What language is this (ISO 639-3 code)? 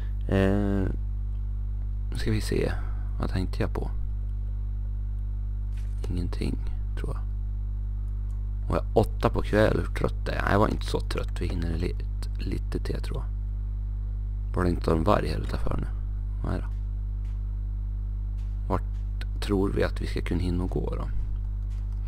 swe